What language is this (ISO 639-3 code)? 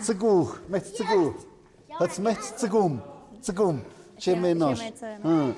mxp